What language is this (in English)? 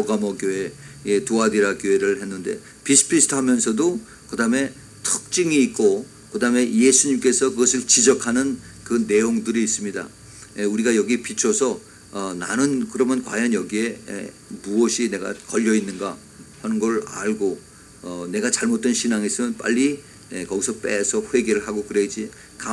Korean